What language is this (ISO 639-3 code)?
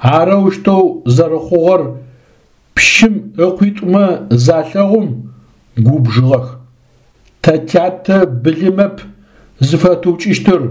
ady